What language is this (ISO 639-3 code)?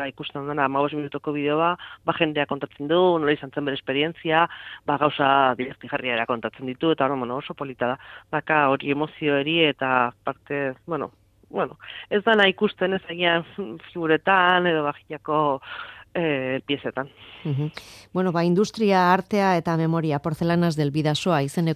eus